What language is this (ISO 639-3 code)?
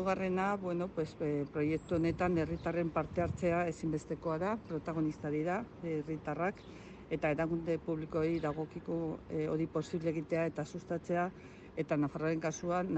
eus